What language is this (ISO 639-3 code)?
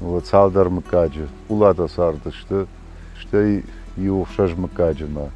oss